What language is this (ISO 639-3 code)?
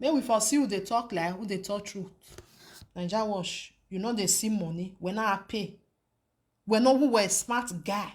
pcm